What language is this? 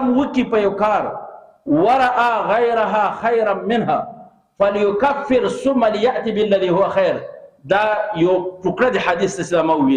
Pashto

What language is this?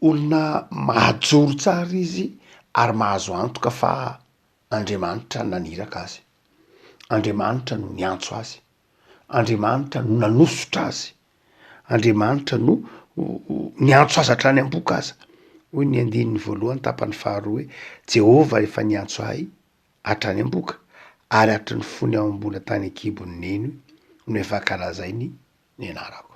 Malagasy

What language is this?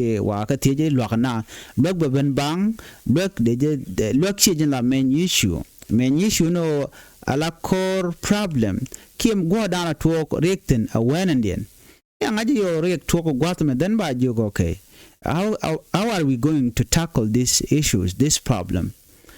Nuer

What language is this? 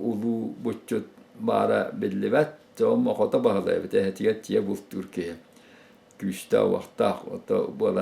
Yakut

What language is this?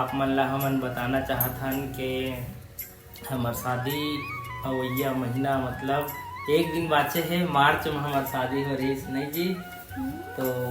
Chhattisgarhi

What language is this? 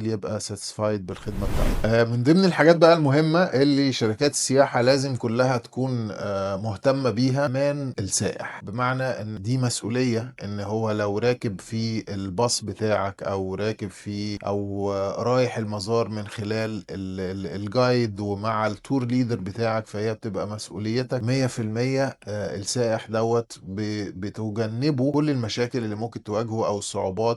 Egyptian Arabic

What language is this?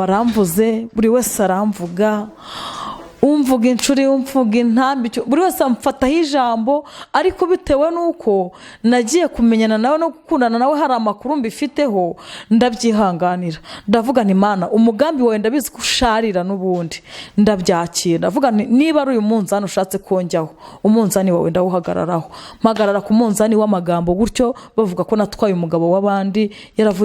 Kinyarwanda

